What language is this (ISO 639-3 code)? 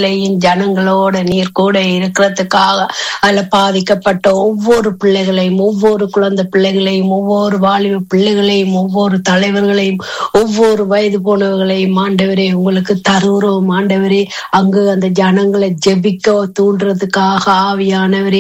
tam